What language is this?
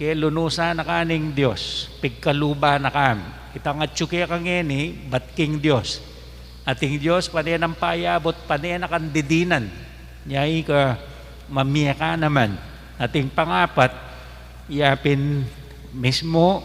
Pampanga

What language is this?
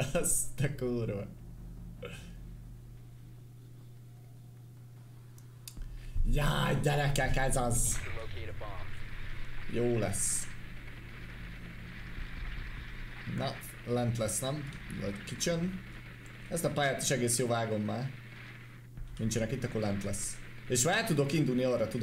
Hungarian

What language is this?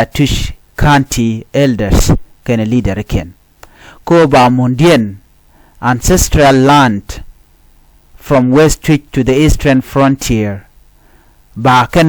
Nuer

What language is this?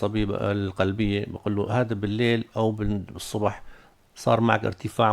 North Levantine Arabic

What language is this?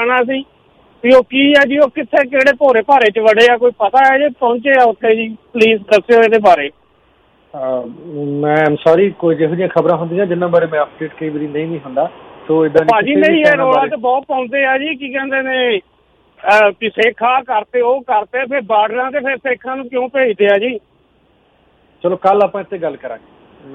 Punjabi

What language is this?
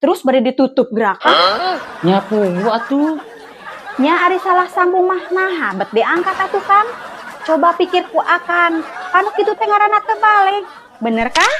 Sundanese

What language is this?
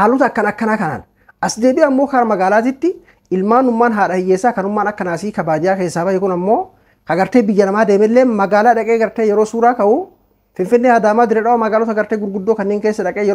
Oromo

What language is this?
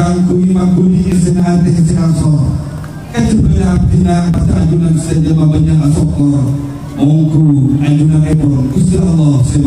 Madurese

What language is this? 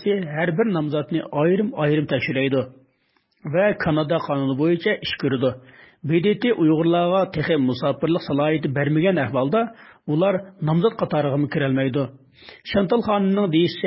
Uyghur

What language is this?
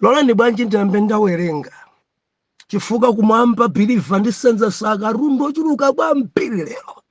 Nyanja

